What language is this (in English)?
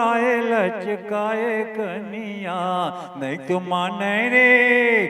Chhattisgarhi